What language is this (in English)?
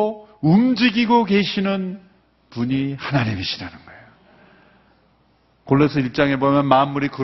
Korean